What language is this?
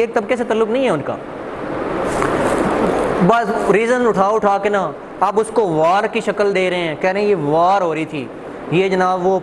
Urdu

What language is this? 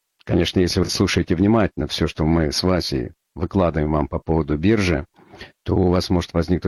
Russian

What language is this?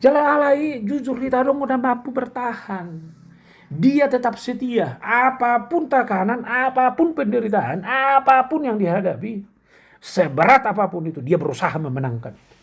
Batak Toba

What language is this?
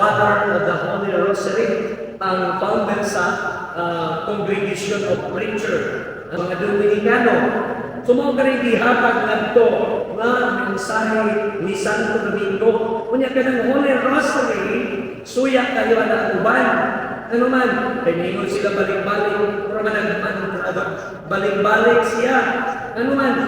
Cebuano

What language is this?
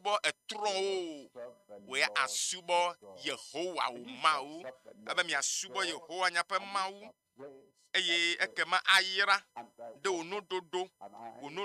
Ewe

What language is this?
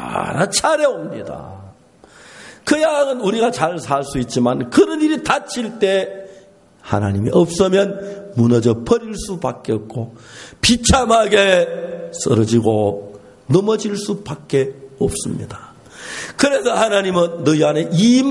Korean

